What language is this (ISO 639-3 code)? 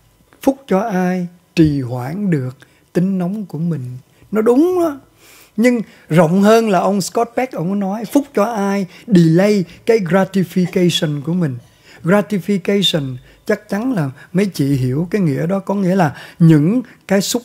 vie